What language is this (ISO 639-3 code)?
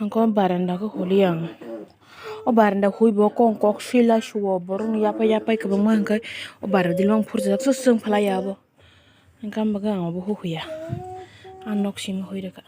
trp